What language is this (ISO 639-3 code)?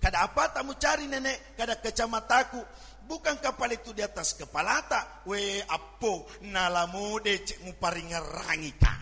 bug